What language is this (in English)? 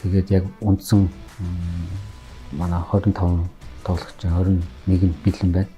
Mongolian